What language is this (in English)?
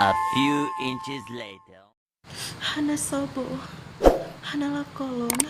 Achinese